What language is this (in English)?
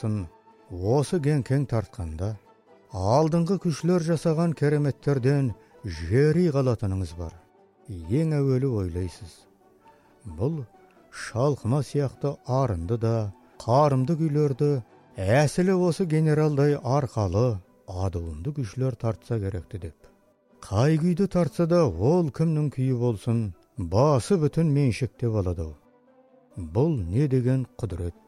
Kazakh